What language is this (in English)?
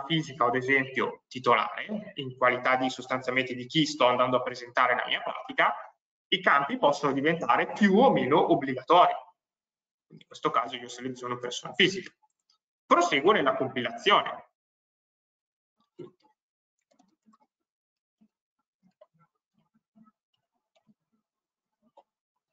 Italian